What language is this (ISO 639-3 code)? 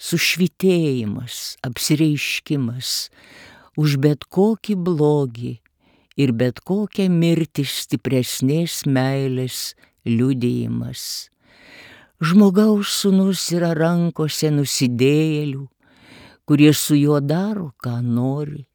lit